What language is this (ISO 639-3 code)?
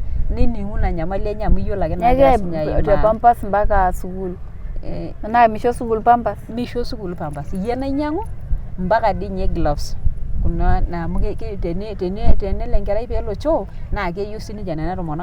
mas